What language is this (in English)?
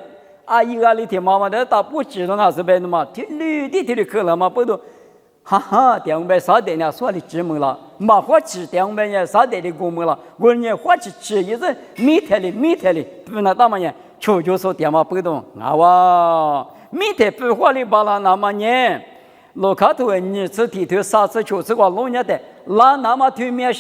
Lisu